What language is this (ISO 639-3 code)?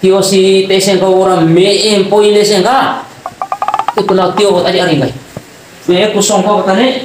bhp